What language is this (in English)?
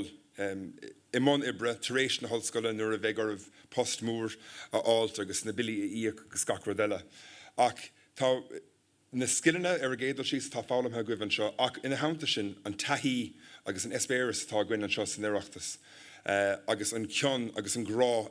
Irish